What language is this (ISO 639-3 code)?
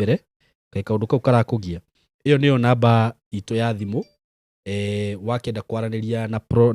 kik